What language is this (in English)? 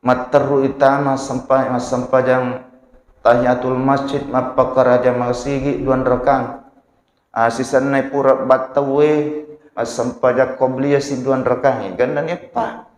Buginese